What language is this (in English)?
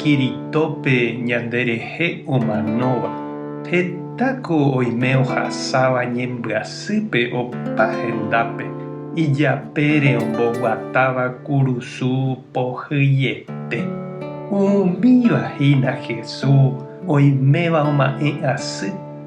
Guarani